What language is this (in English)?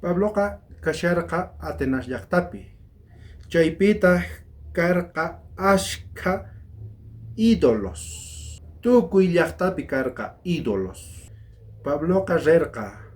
South Bolivian Quechua